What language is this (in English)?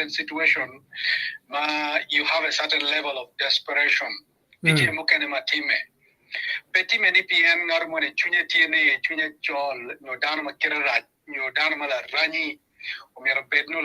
Acoli